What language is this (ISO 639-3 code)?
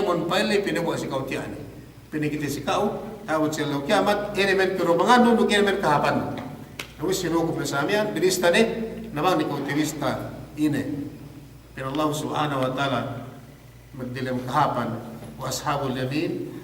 yka